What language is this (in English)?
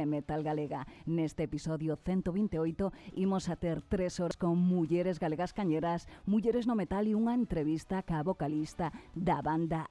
Galician